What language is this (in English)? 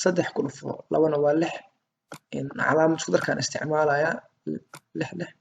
Somali